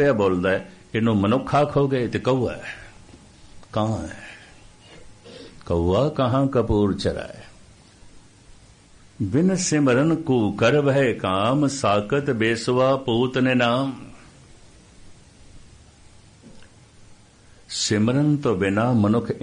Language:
Punjabi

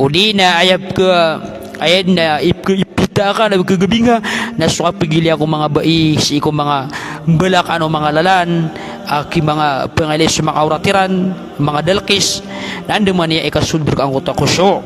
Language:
Maranao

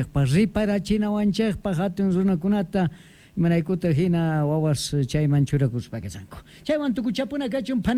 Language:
Quechua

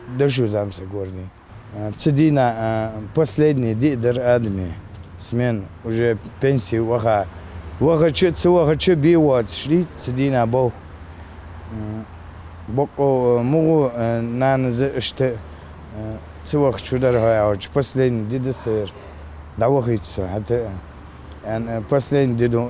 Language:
Ingush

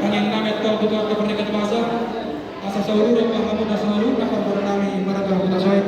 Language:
Batak Toba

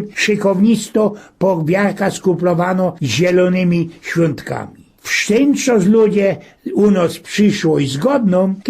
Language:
Silesian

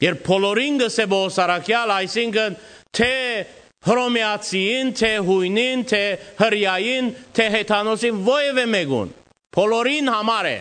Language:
Western Armenian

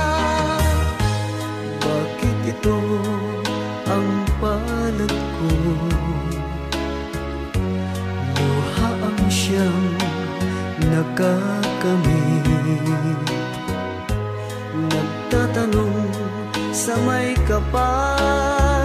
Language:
Filipino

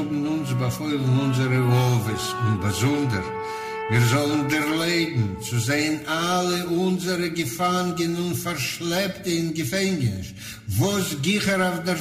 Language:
Yiddish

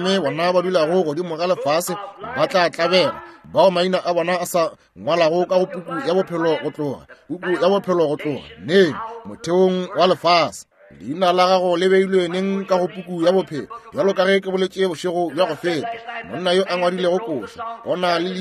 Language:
Northern Sotho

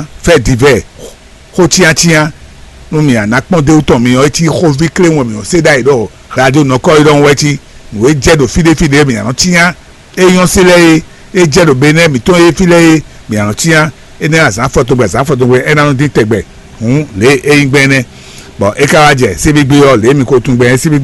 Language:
Fon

